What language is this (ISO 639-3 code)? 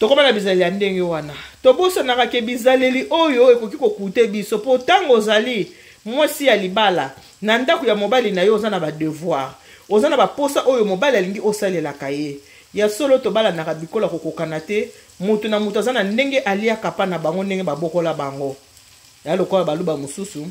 lin